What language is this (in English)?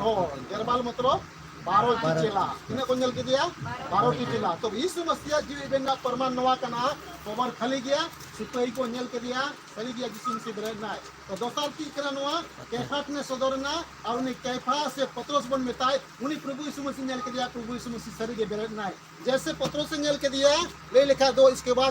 Santali